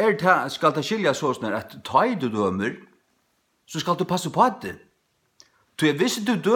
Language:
Faroese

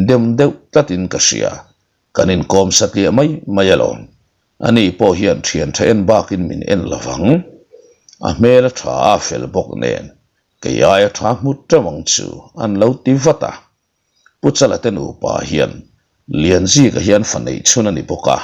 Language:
Mizo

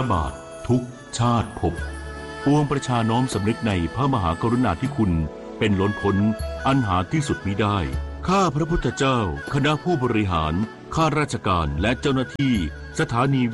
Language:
Thai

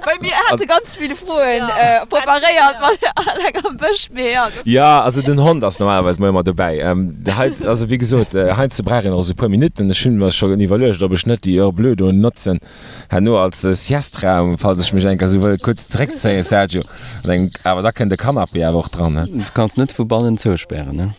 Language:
Luxembourgish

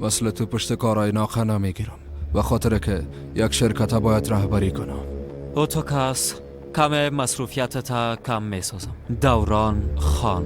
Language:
Persian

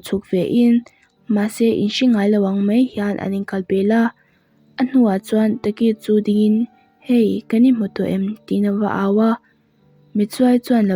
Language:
Mizo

